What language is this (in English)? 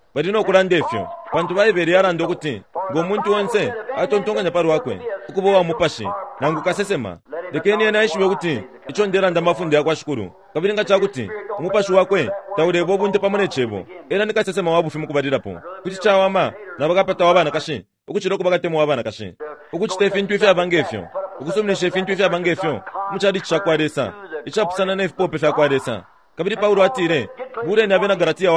Bemba